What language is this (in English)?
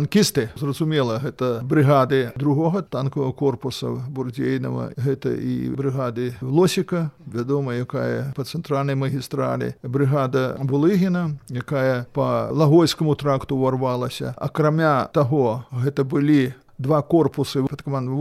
Belarusian